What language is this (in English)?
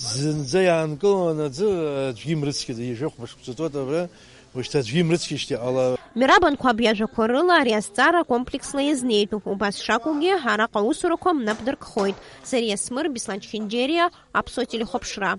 Abkhazian